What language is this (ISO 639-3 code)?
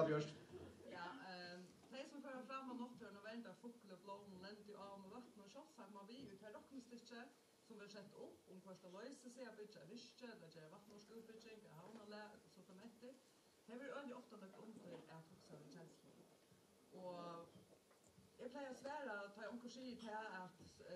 fao